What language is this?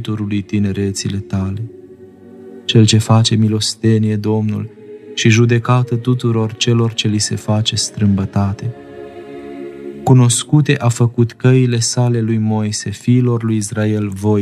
Romanian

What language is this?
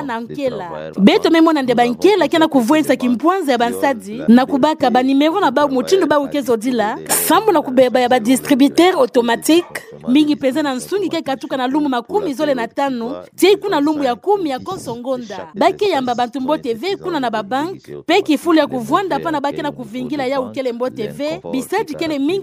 Kituba (Democratic Republic of Congo)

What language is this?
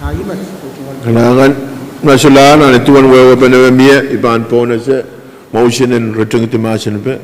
Pohnpeian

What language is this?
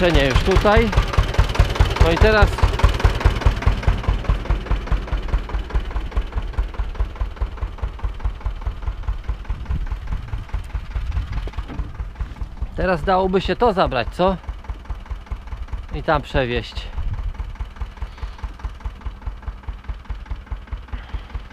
Polish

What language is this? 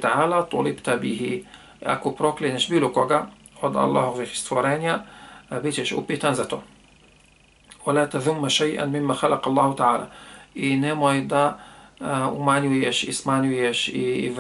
Bosnian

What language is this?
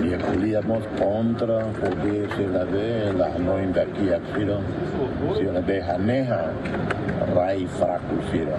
Tetum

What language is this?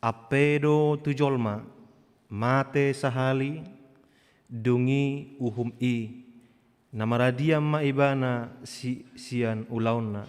Batak Toba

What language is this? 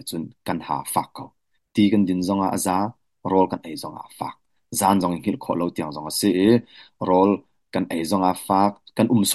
Hakha Chin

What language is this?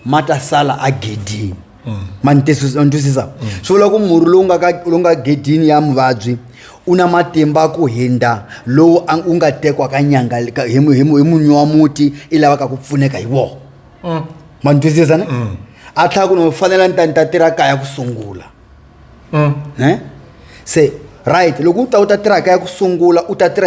Tsonga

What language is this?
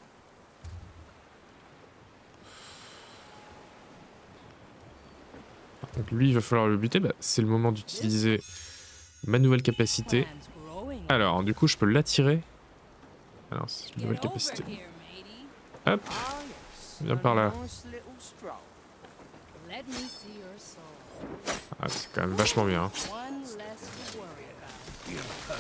French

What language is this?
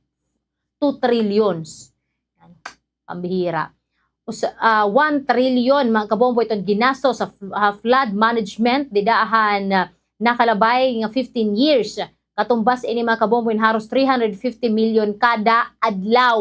Waray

